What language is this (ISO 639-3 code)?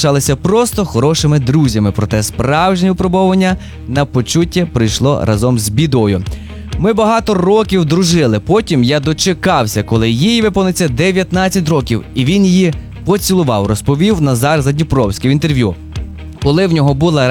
ukr